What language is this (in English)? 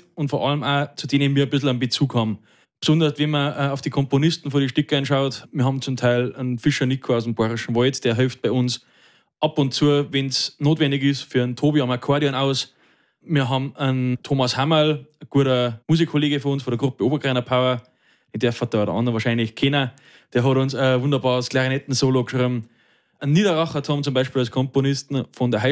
German